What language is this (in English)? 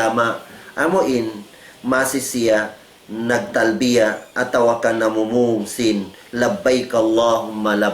Tausug